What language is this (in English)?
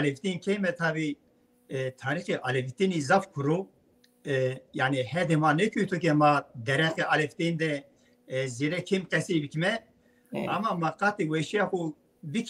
Zaza